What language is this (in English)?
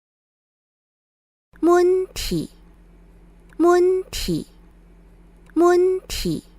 Hakka Chinese